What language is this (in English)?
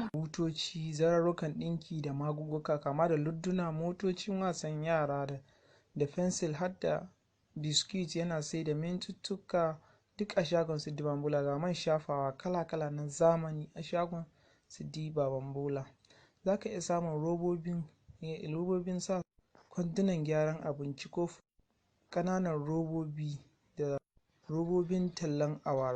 Hausa